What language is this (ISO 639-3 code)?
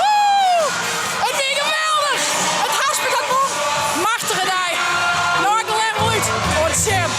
fry